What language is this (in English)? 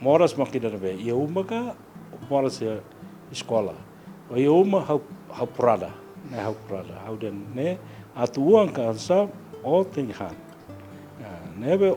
Tetum